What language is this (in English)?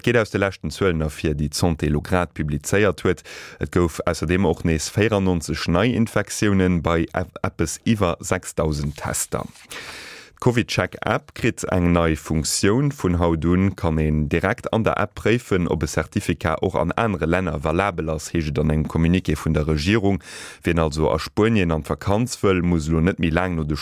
Luxembourgish